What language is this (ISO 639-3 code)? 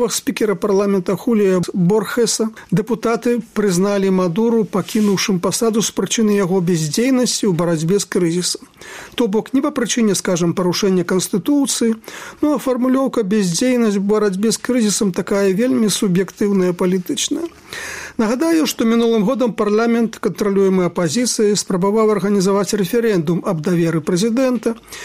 bel